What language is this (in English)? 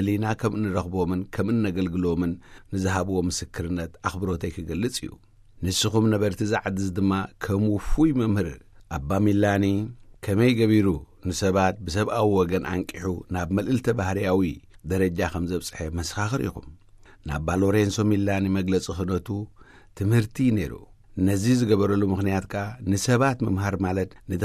Tigrinya